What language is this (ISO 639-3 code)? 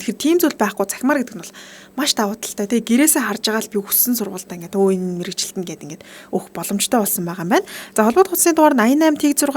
mon